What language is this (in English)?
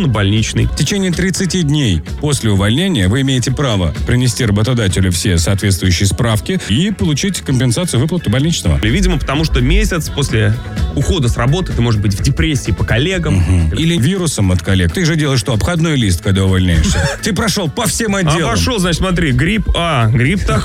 Russian